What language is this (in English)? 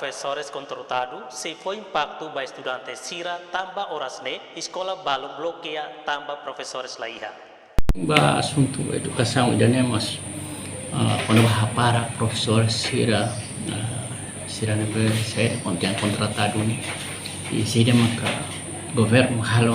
Tetum